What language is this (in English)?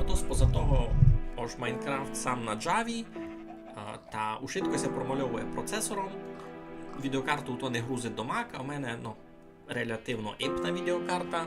Rusyn